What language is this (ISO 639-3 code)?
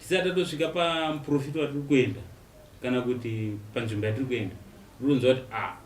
sna